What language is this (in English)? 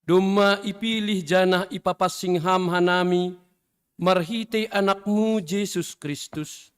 Batak Simalungun